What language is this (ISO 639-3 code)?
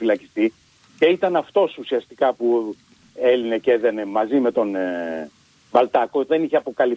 ell